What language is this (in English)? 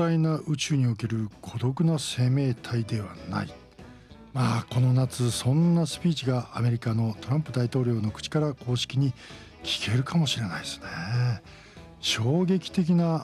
Japanese